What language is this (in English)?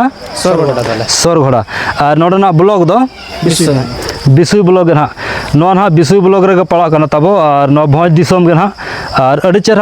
Santali